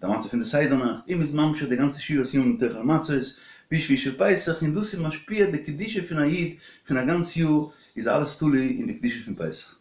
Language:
Yiddish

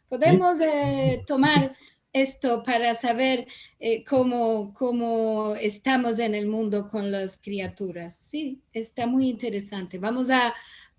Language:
Ladino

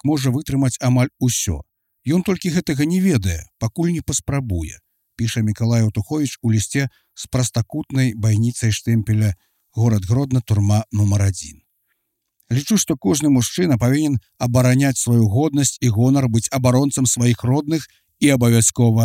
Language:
Belarusian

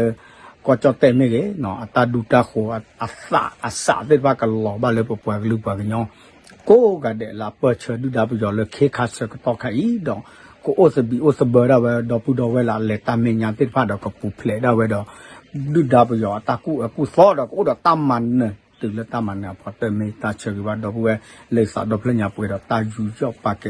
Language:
S'gaw Karen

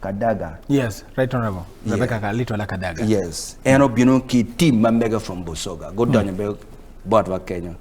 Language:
Acoli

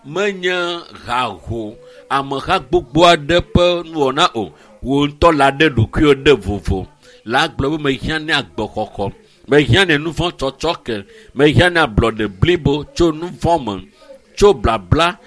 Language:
Ewe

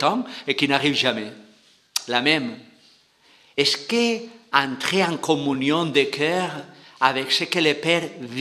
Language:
French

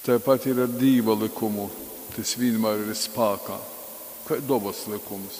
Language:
Latgalian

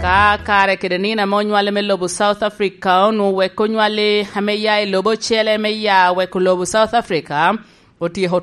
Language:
Lango (Uganda)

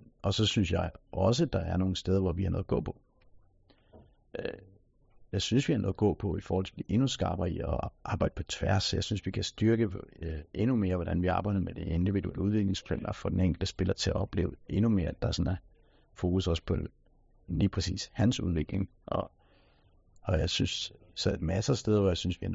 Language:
Danish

